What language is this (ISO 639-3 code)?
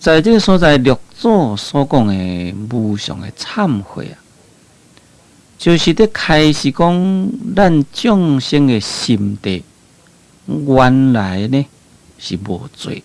nan